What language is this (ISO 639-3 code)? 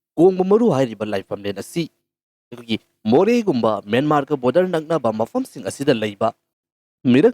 mni